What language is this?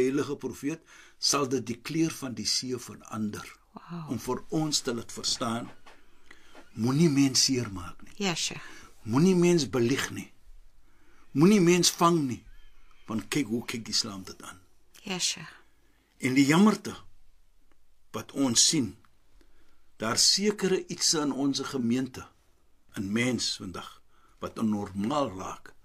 Afrikaans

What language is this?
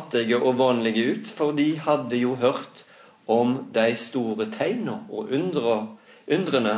Norwegian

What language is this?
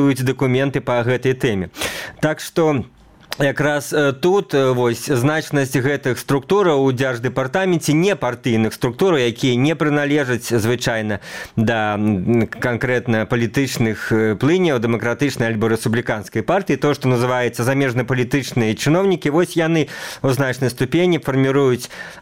Belarusian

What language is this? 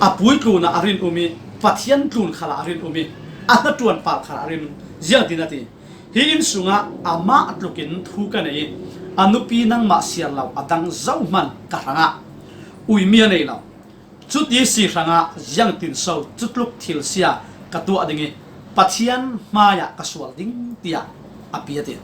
Falam Chin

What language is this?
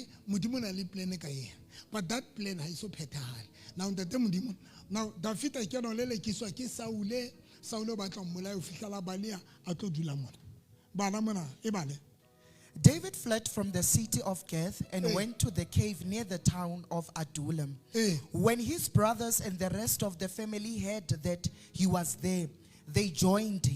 Southern Sotho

